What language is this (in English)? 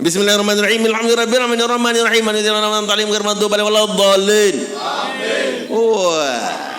Sasak